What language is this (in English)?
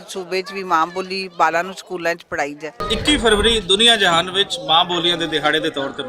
Western Panjabi